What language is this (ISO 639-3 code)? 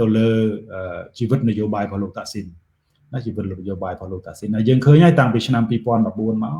khm